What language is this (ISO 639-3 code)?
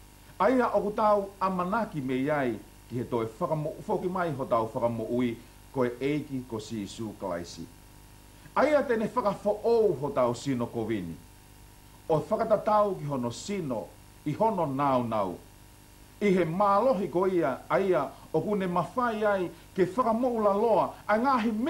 ton